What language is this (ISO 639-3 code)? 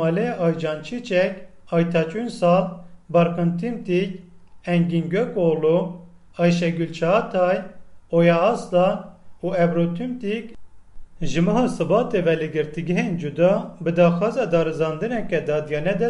kur